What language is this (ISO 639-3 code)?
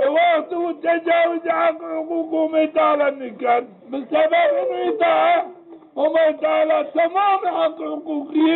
zza